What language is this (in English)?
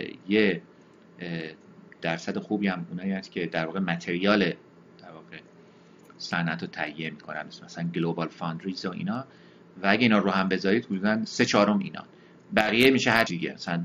Persian